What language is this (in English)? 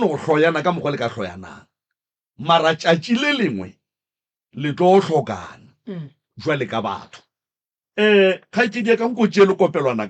Northern Sotho